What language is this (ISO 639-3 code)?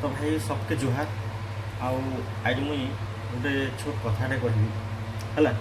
spv